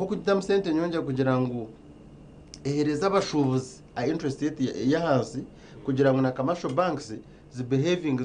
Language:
Nyankole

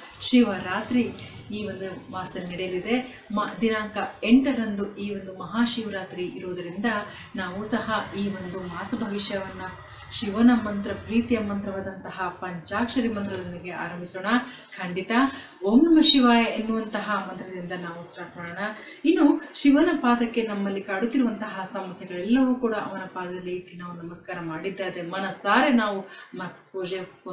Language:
Kannada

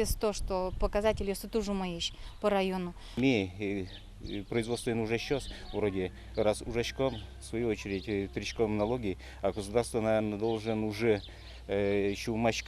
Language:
Udmurt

